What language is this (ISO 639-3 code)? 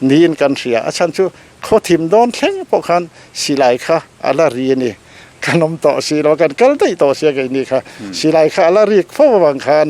lus